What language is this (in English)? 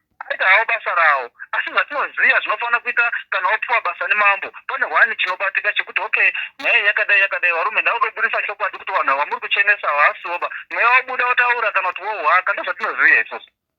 Shona